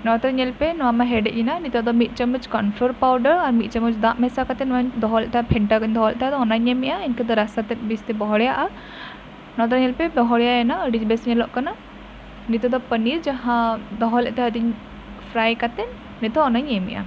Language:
Santali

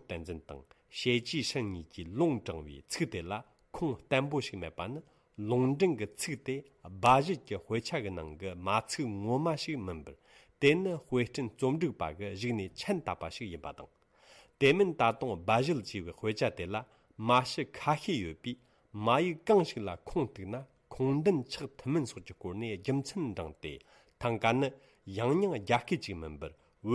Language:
Tibetan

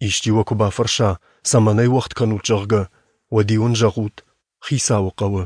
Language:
Ossetic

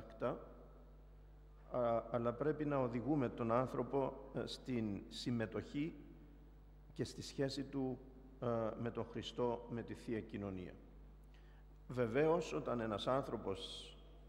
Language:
Greek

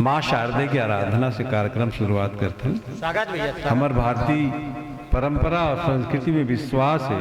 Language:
Chhattisgarhi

